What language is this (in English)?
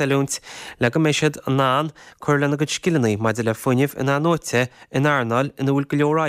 Irish